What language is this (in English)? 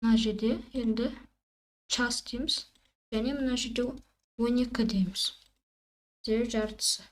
Kazakh